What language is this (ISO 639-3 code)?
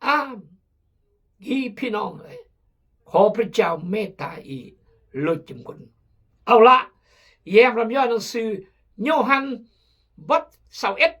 kjg